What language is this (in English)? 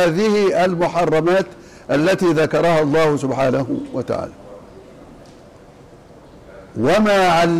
Arabic